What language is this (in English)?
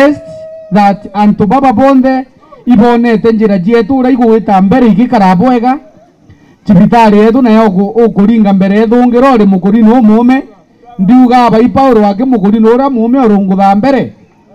Meru